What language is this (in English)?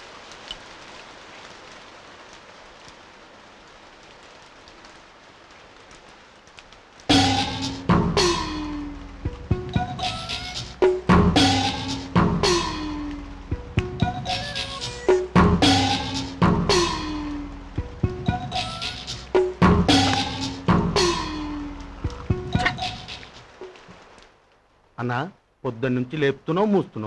Telugu